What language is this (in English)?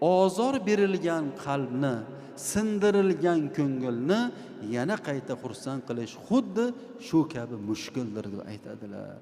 Uzbek